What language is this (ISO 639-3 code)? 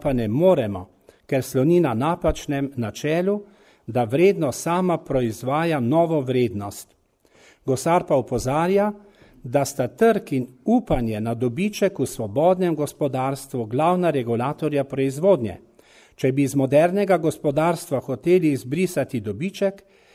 slv